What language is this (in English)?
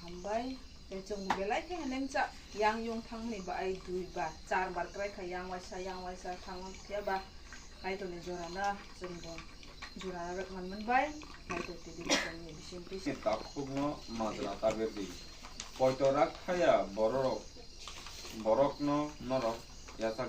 Kok Borok